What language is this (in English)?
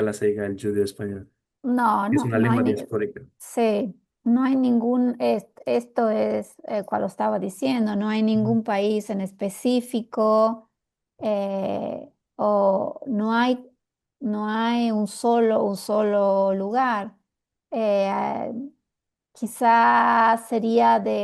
Ladino